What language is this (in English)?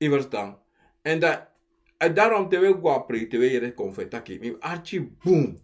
Sranan Tongo